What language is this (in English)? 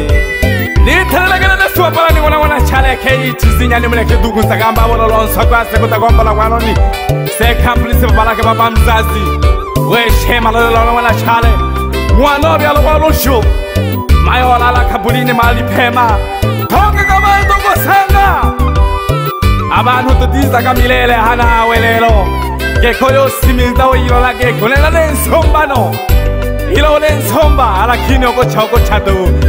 Swahili